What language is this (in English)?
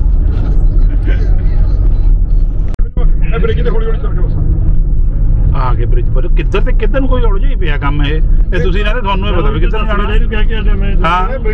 Punjabi